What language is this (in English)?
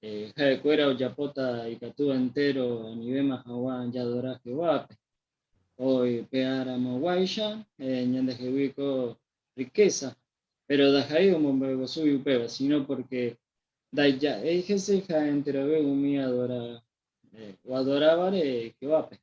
Guarani